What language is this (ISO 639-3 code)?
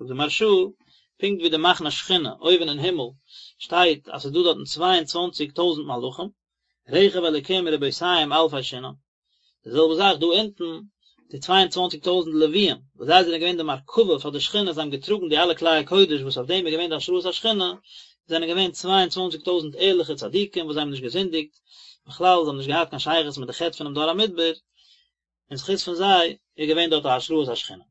yid